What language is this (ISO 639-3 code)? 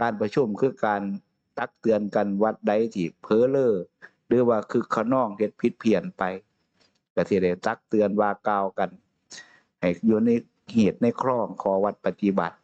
tts